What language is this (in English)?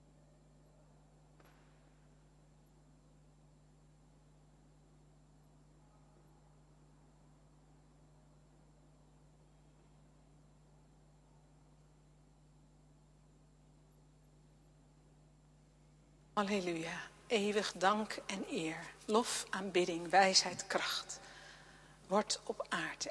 Dutch